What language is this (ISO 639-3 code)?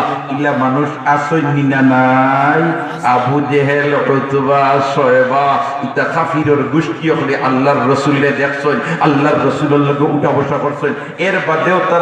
syl